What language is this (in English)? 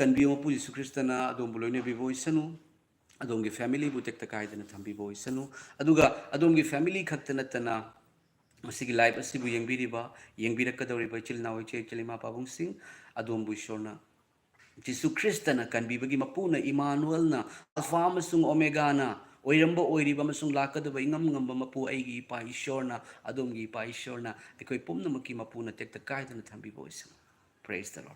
Manipuri